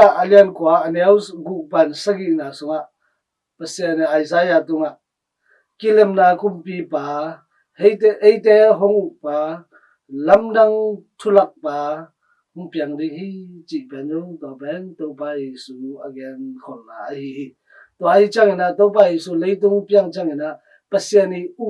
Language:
Tedim Chin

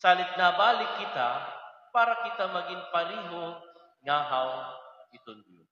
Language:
Waray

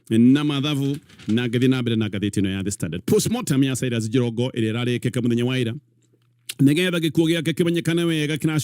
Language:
Kikuyu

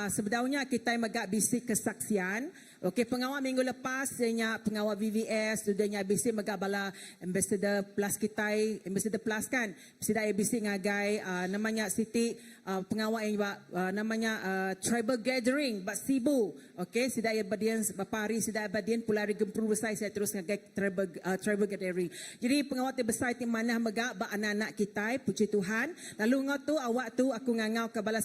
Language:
Iban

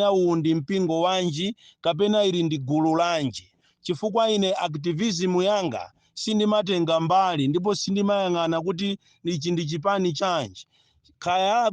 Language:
Nyanja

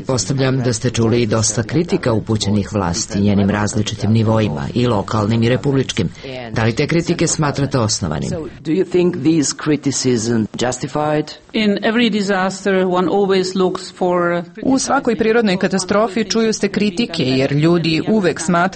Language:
Serbian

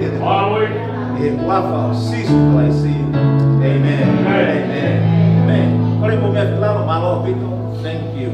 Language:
Tongan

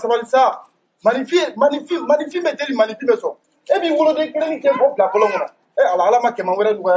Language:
Bambara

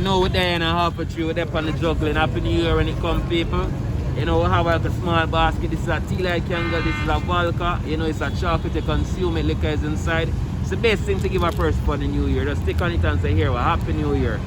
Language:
Jamaican Creole English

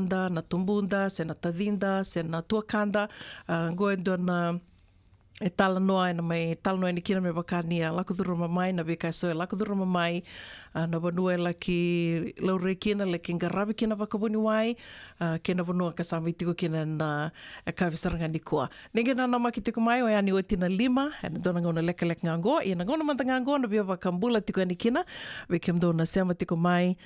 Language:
Fijian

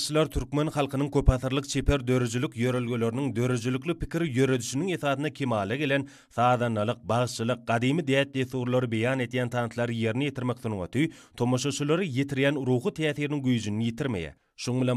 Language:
Turkmen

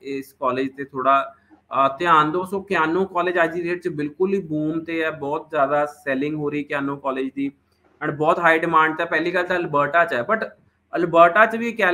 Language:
Punjabi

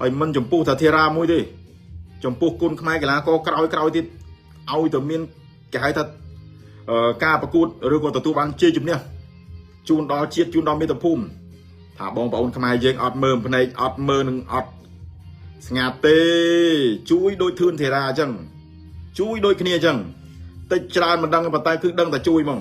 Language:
Khmer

